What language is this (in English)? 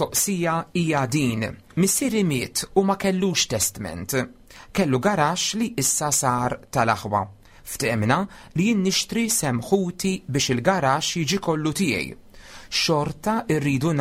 Maltese